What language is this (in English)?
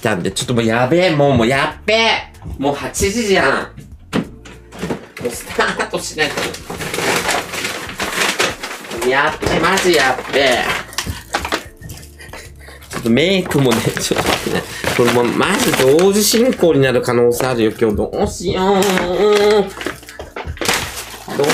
Japanese